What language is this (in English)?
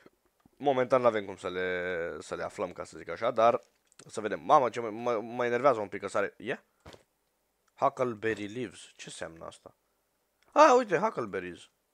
Romanian